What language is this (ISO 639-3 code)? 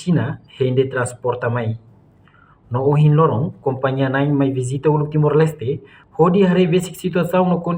tet